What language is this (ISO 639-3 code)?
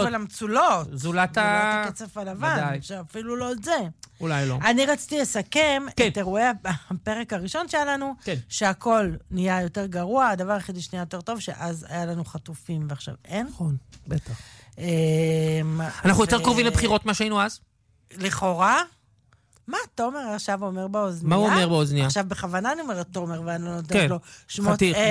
heb